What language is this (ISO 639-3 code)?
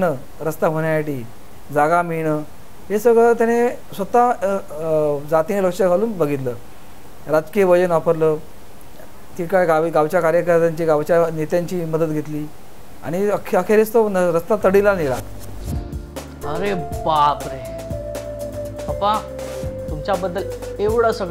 mar